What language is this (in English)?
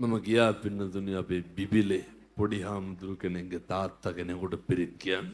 Sinhala